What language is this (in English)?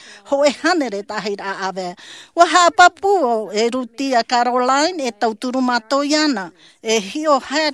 Tahitian